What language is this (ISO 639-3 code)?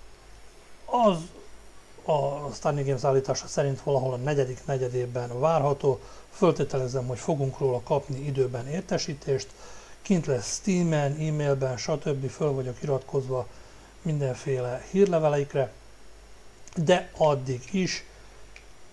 hun